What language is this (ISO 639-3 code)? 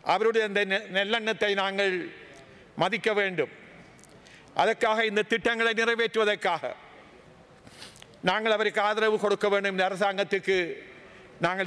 tam